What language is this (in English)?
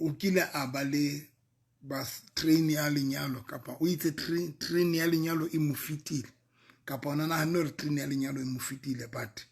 Southern Sotho